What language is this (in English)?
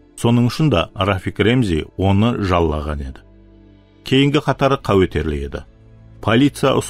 Kara-Kalpak